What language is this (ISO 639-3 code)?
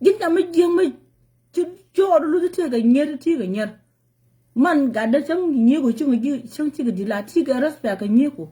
nus